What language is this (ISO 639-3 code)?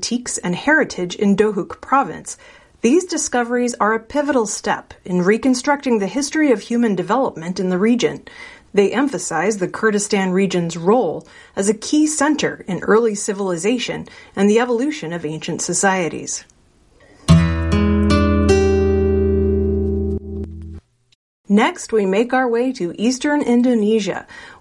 eng